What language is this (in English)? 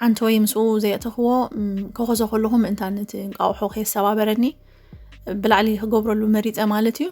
Tigrinya